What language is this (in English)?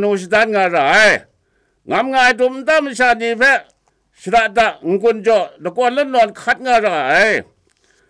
Kachin